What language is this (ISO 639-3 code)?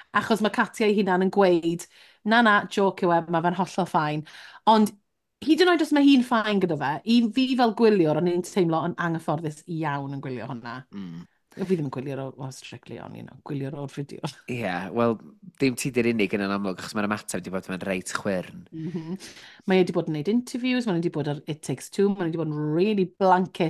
cym